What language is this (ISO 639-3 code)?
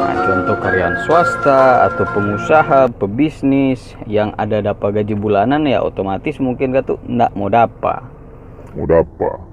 xmm